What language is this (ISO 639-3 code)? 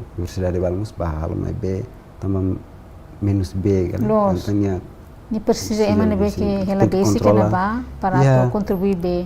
tet